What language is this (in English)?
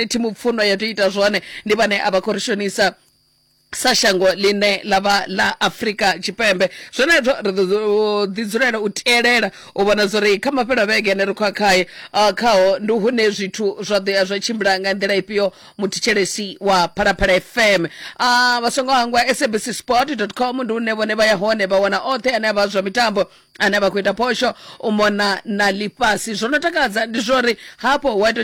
Venda